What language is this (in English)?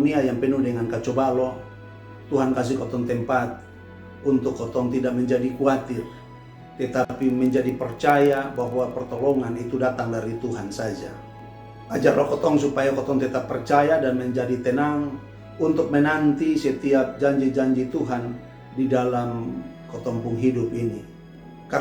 Kupang Malay